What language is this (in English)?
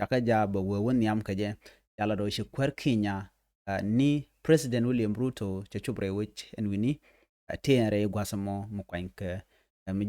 Nuer